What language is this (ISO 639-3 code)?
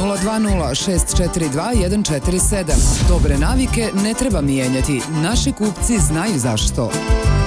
hrv